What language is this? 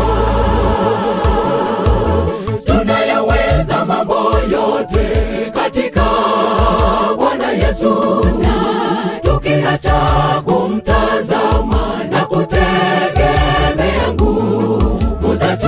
Swahili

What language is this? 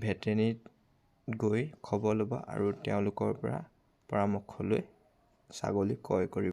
Assamese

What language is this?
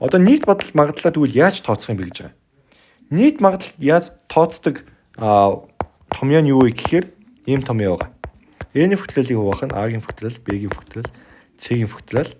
Mongolian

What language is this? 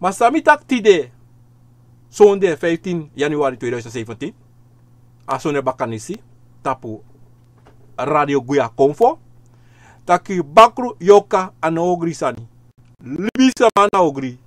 Sranan Tongo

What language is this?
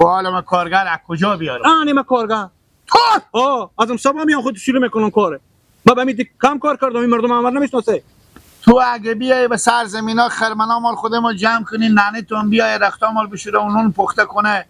Hazaragi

